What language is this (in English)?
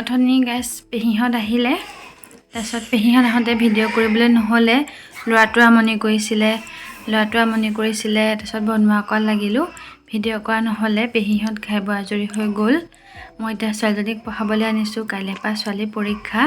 Assamese